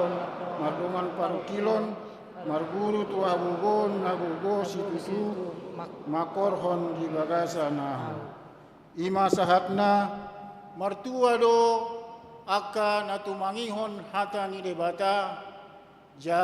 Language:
Batak Toba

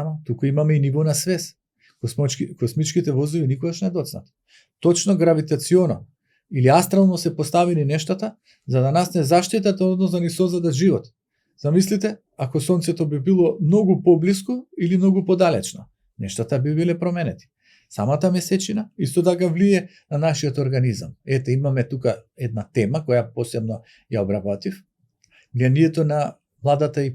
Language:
Macedonian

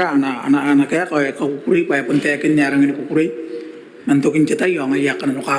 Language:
Gilbertese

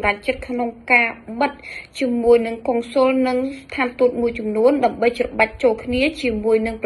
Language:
Khmer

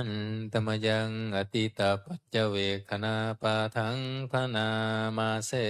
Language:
Pali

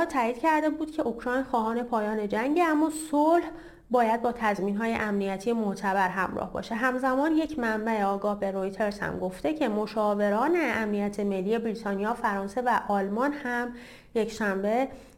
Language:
Persian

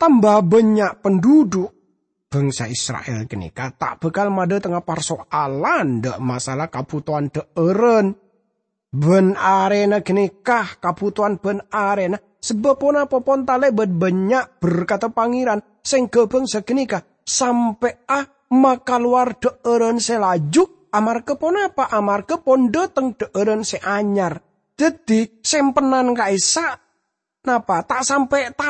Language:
Madurese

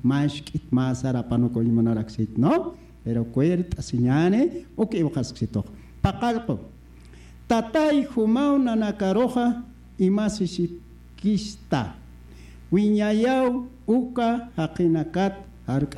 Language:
Aymara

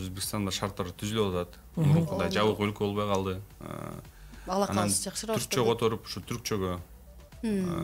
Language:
Kyrgyz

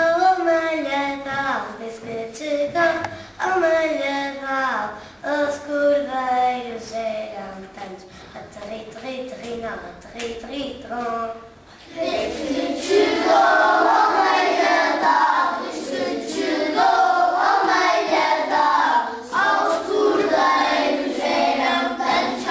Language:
Mirandese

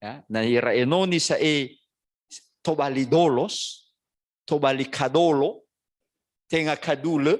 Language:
Nias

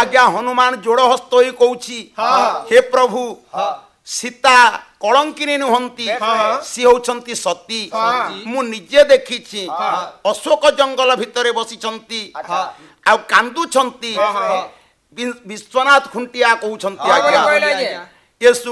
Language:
Odia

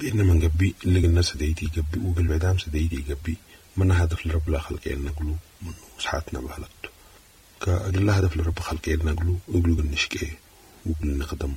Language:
Sudanese Arabic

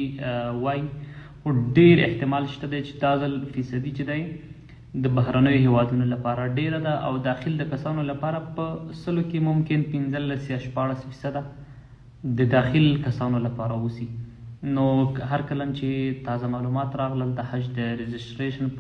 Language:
Pashto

